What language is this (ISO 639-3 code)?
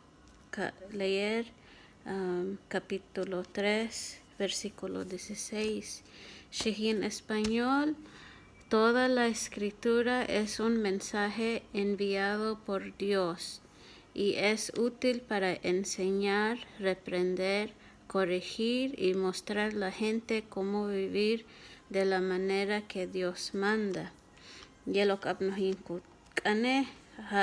kjb